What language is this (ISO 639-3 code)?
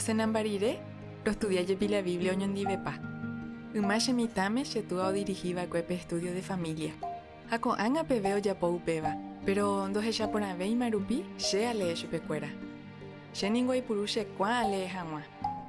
grn